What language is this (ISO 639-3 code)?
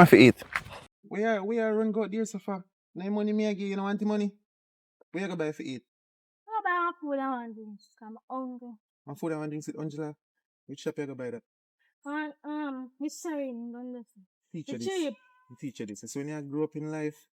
jam